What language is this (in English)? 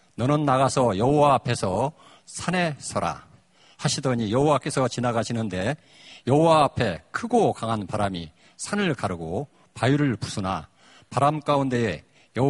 Korean